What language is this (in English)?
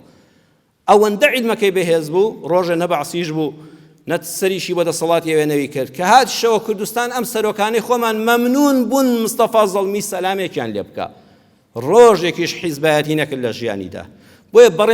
Central Kurdish